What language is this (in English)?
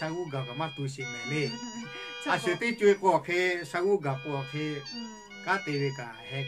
Lahu